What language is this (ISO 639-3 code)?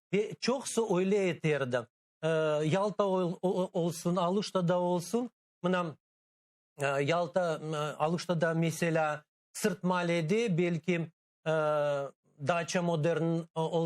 crh